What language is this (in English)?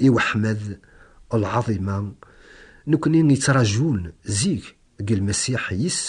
Kabyle